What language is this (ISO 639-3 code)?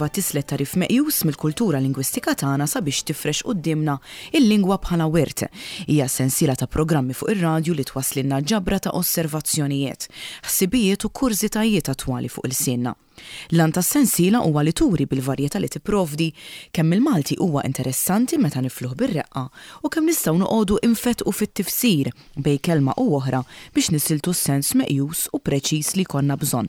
mlt